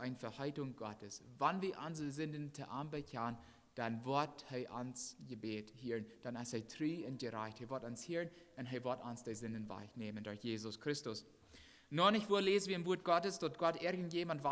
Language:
Plautdietsch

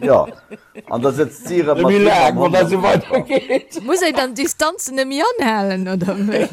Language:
Luxembourgish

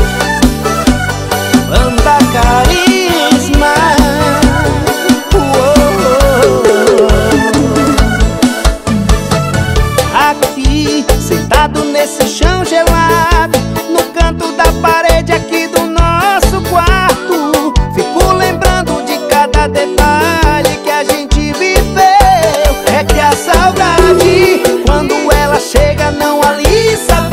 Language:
Portuguese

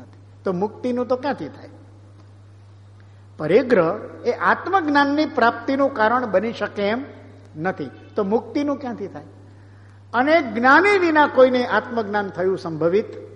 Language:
Gujarati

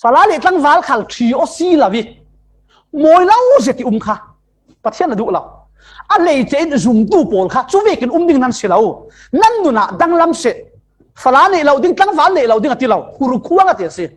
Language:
Falam Chin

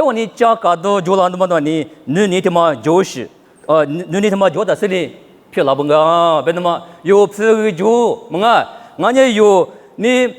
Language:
Lisu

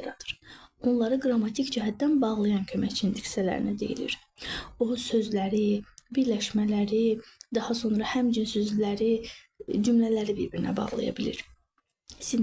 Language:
Azerbaijani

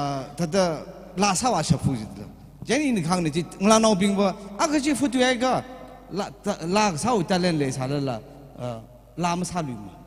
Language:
Tangkhul Naga (India)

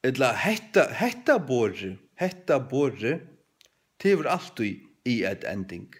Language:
Faroese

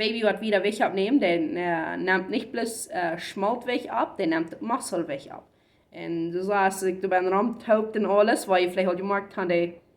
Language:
Plautdietsch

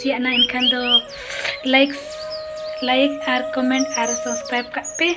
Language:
Santali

